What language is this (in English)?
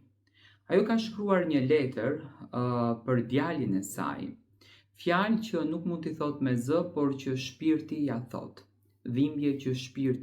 Albanian